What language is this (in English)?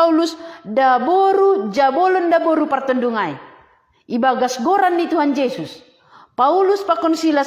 Batak Simalungun